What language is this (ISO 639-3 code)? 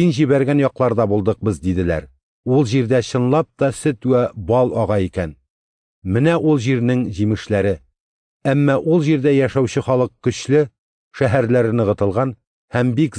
tat